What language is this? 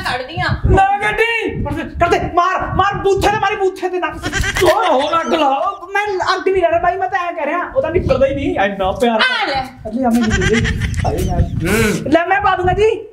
Punjabi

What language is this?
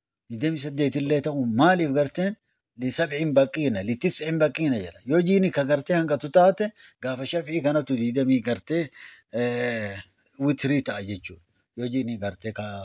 Oromo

